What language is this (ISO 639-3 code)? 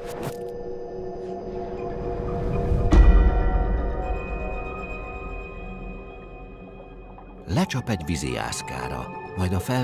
hun